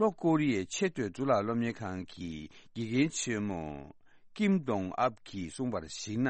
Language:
Tibetan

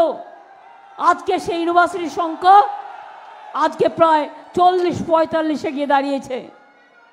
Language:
Bangla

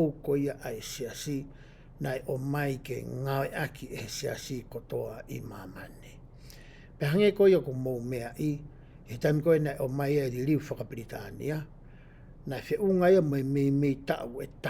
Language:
Tongan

